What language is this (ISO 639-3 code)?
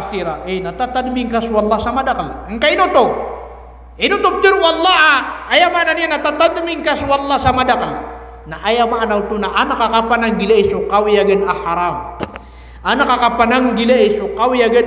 mrw